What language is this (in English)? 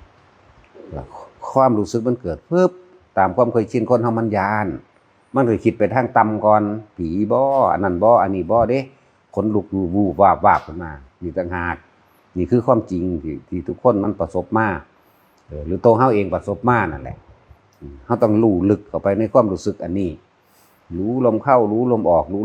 Northeastern Thai